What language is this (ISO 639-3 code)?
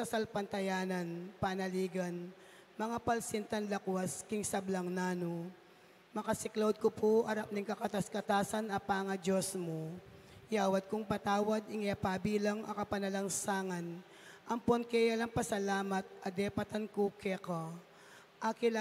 pam